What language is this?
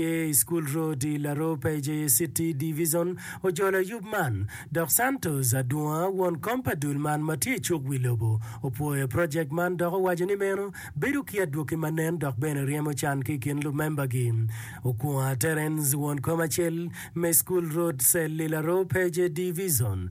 Acoli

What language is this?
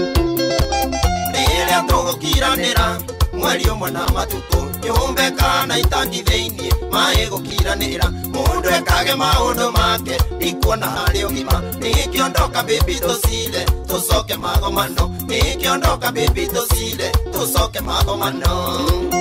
Kikuyu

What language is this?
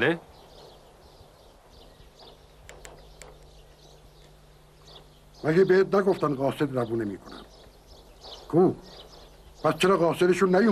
Persian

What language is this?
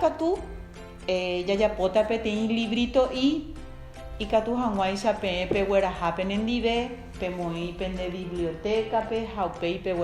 Guarani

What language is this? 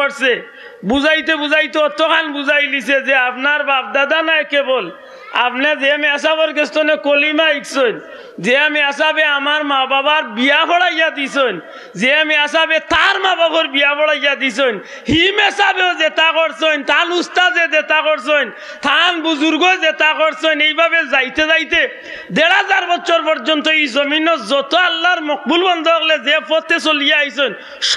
Sylheti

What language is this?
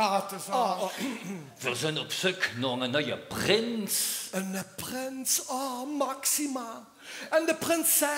Limburgish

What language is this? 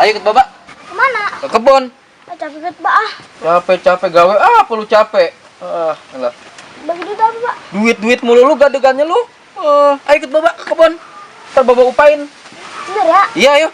Betawi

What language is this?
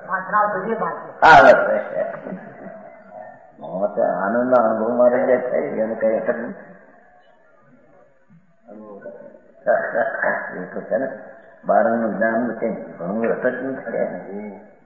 Gujarati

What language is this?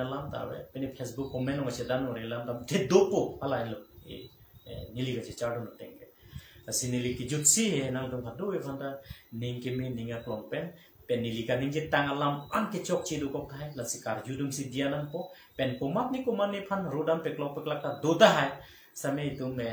Karbi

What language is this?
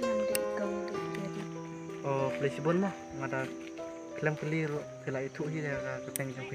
Khasi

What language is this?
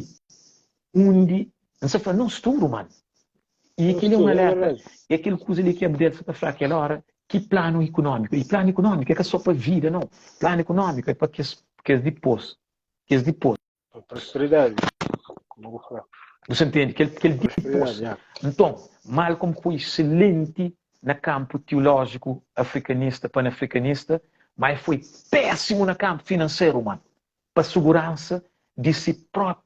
Kabuverdianu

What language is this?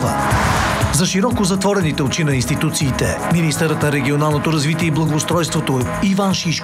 Bulgarian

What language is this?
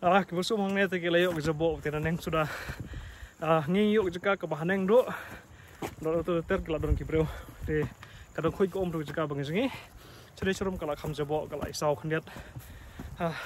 Khasi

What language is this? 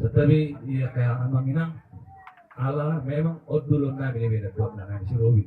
Batak Toba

